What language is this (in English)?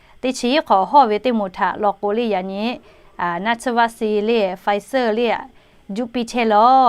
Lahu